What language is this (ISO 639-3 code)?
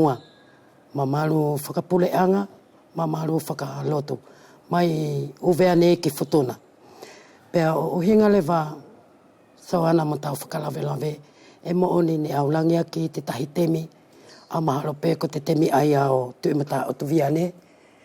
wls